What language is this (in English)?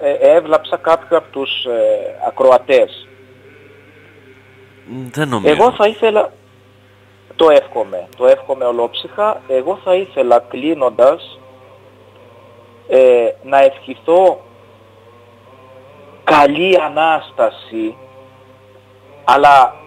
Greek